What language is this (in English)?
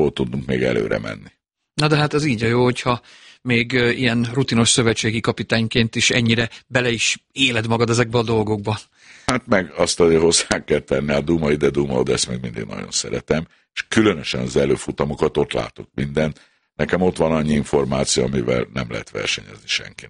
Hungarian